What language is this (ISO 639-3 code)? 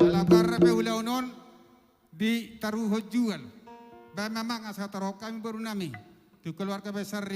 bbc